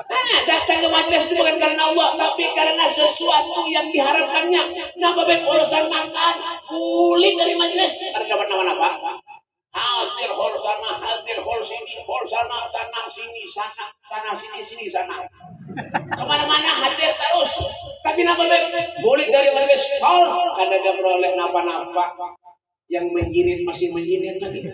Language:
Banjar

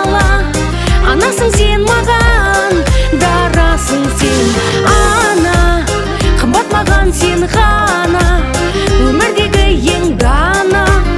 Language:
Kazakh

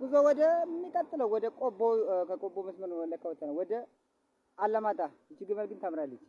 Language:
Amharic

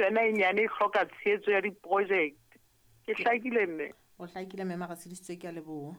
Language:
Southern Sotho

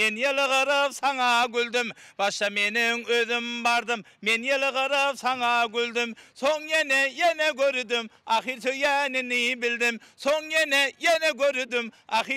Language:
Turkmen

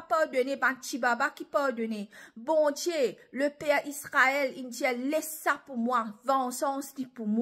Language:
Morisyen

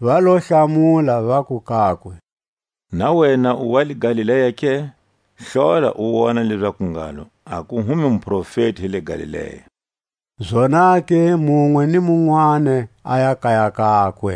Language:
Tswa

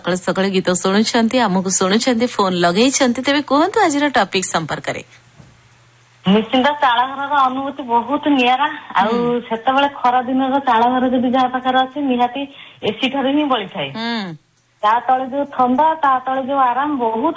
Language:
Odia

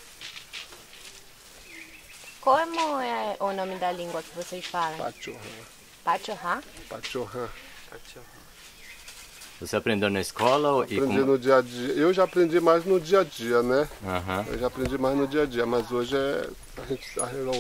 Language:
Portuguese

